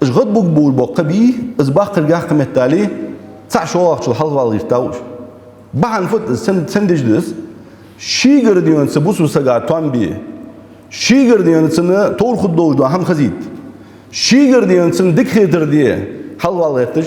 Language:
Ingush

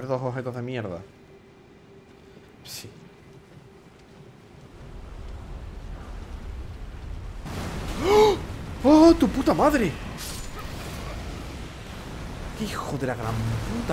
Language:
Spanish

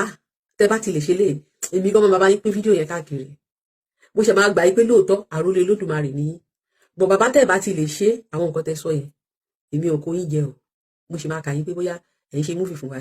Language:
Yoruba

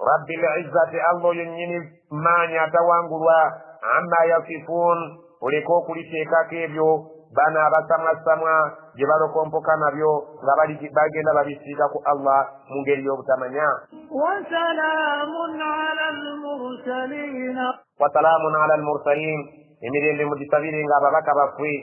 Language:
Ganda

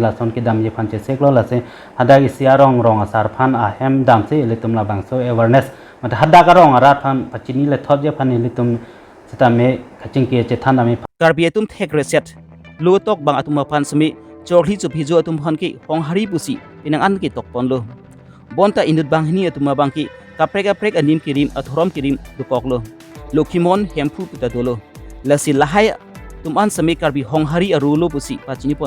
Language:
Karbi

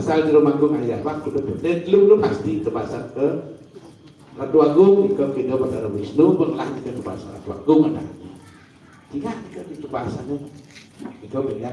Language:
Balinese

